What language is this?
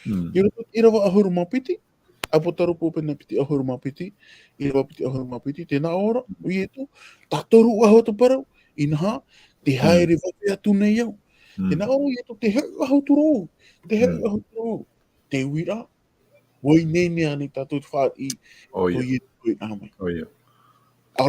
Tahitian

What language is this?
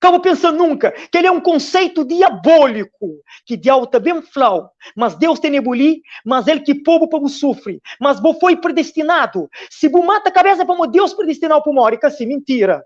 Kabuverdianu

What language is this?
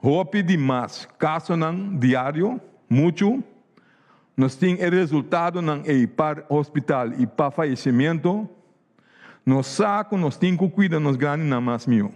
Papiamento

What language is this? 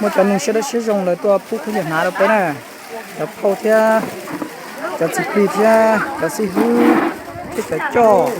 Hmong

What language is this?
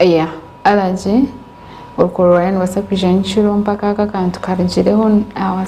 Nyankole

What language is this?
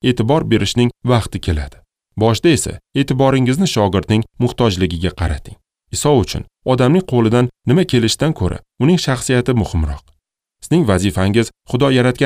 Uzbek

